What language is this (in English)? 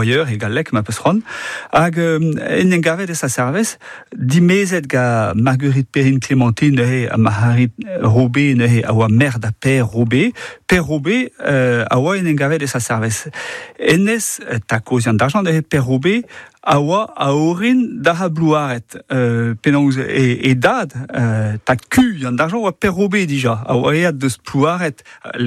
Breton